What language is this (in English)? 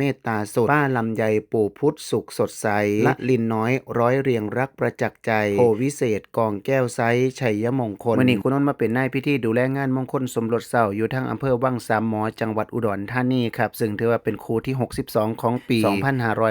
Northeastern Thai